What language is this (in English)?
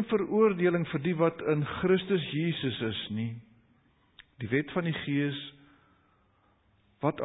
Afrikaans